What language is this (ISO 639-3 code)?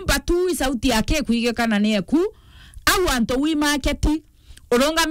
mer